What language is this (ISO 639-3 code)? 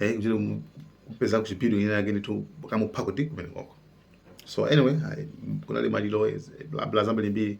nya